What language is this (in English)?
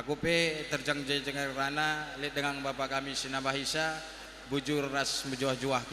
Batak Karo